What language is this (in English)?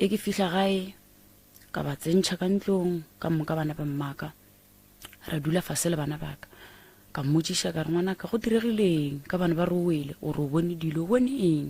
Northern Sotho